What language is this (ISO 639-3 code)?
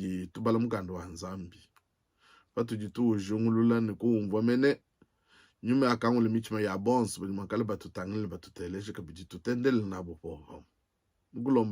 lua